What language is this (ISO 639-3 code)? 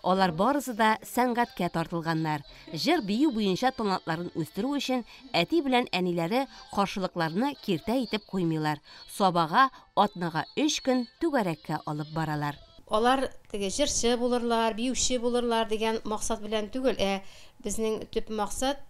tat